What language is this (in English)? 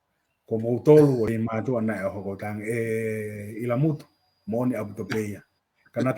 Tongan